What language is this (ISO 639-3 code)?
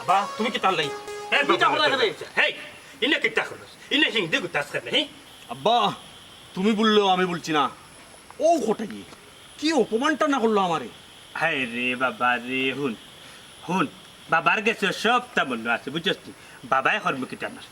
syl